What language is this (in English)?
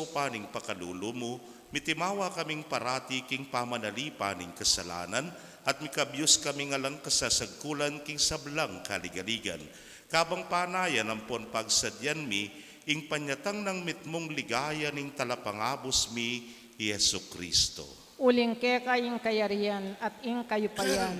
Pampanga